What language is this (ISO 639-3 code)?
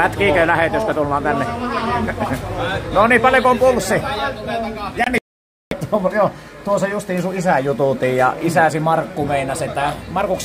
fin